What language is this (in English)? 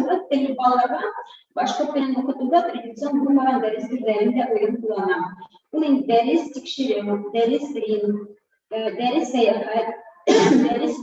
Bashkir